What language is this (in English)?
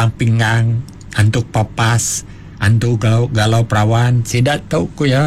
Iban